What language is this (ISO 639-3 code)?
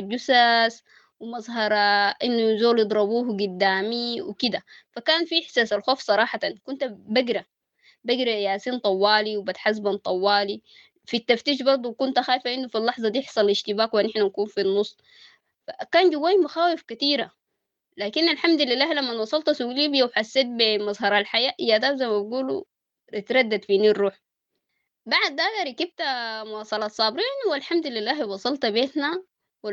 apd